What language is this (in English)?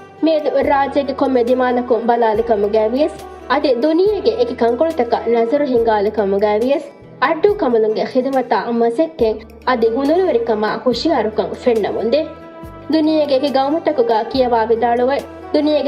Divehi